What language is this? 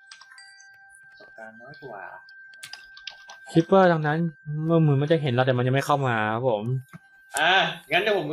Thai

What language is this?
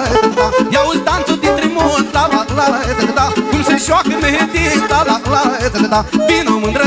Romanian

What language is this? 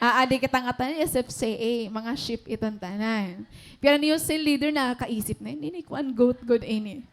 Waray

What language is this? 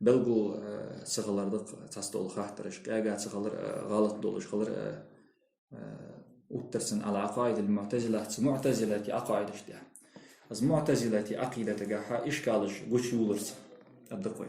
Ingush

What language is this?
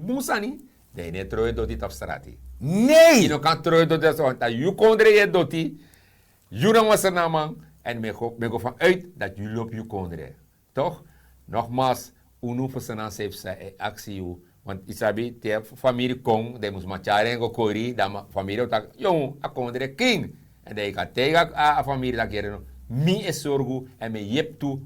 Sranan Tongo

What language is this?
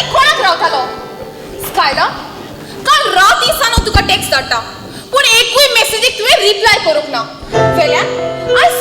Konkani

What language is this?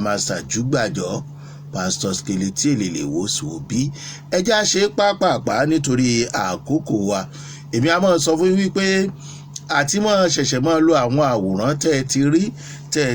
Yoruba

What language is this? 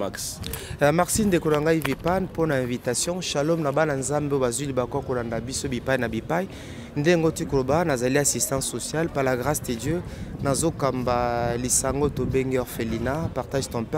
Lingala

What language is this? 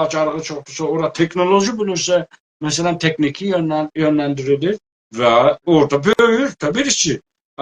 South Azerbaijani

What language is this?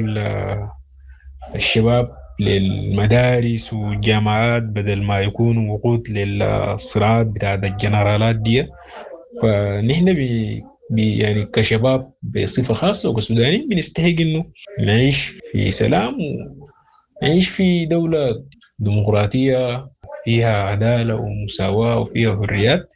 Sudanese Arabic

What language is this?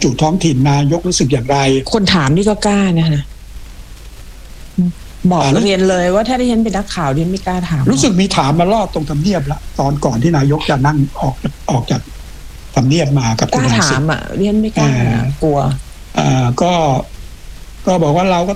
Thai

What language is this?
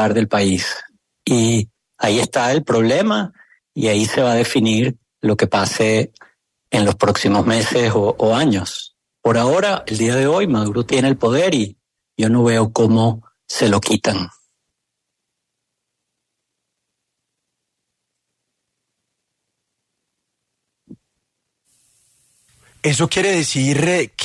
Spanish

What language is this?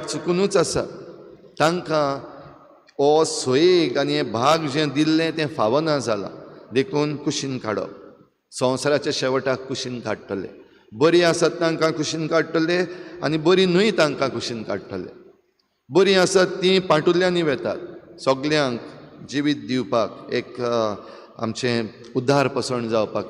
Konkani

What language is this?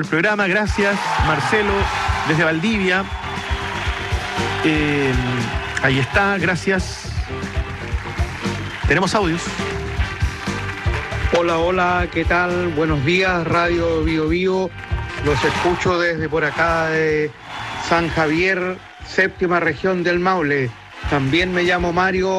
Spanish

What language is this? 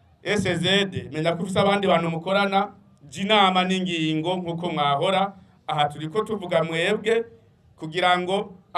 Rundi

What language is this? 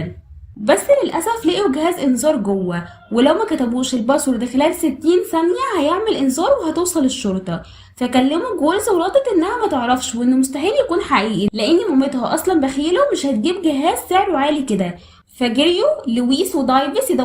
Egyptian Arabic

